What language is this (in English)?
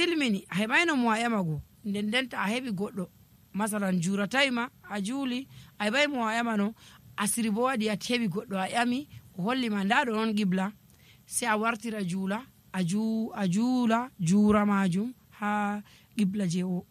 Nigerian Fulfulde